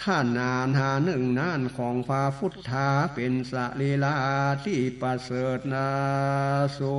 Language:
Northern Thai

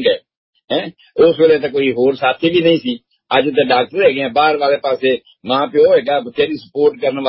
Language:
Punjabi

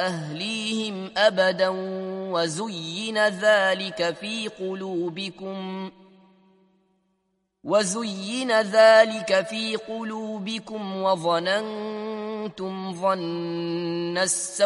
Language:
Arabic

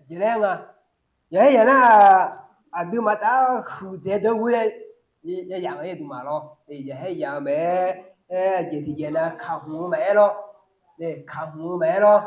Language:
Akha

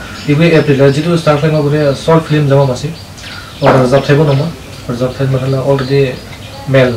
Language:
Dimasa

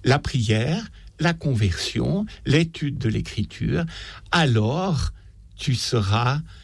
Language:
French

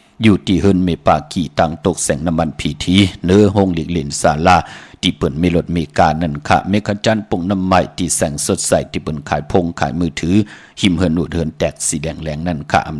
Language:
Shan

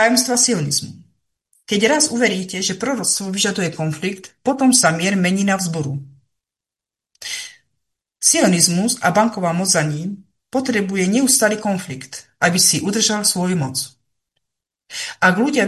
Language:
Slovak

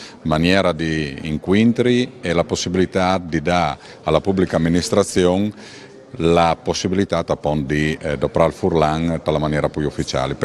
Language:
Friulian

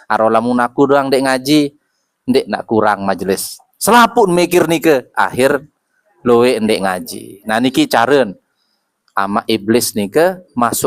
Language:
Sasak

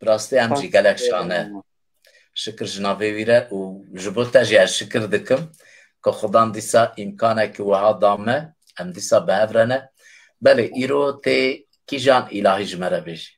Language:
Kurdish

